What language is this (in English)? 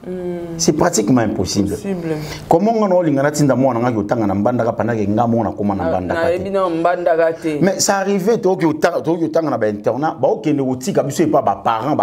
Lingala